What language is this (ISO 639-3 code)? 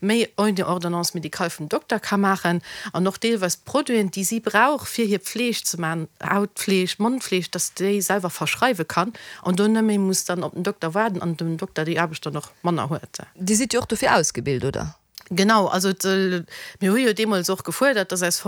ltz